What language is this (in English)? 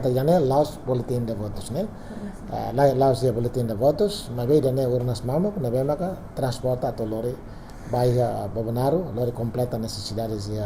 Tetum